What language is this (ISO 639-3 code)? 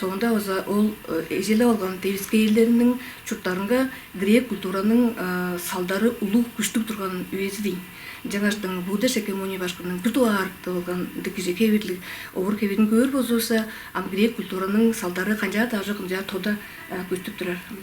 tyv